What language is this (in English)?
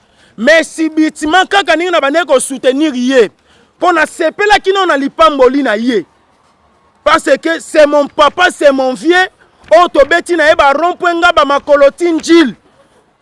Lingala